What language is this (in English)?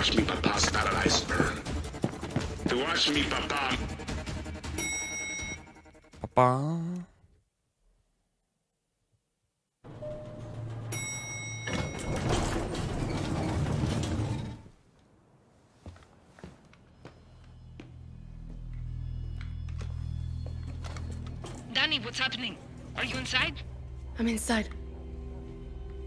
Czech